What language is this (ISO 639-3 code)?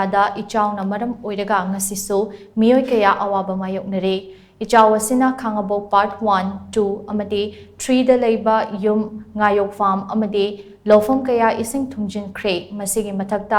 mni